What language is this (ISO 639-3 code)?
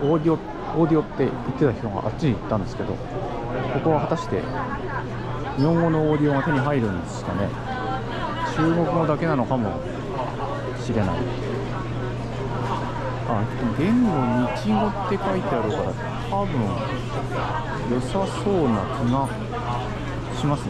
jpn